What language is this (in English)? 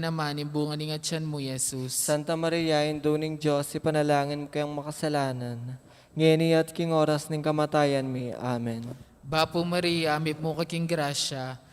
Pampanga